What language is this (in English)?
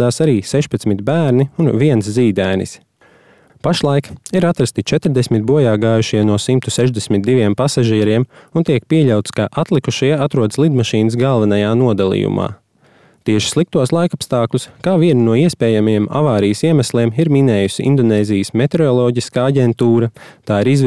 Latvian